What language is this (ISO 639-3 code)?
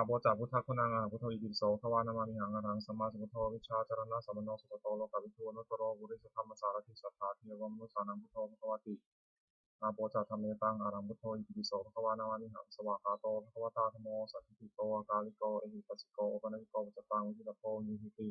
pli